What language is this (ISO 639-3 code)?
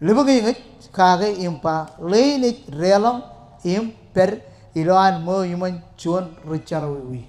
mah